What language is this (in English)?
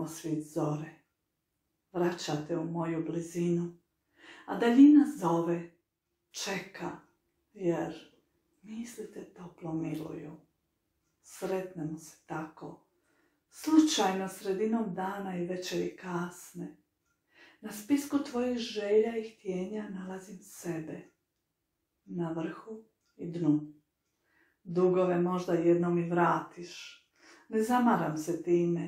Croatian